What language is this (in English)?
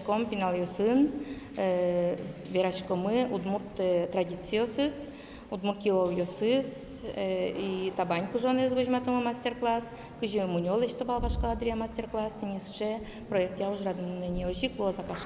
Udmurt